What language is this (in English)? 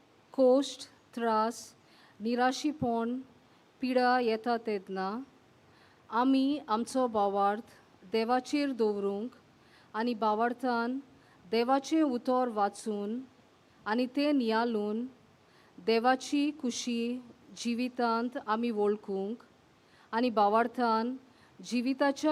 Konkani